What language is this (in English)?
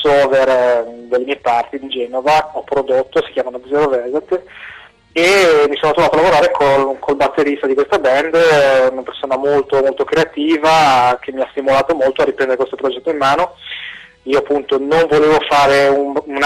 Italian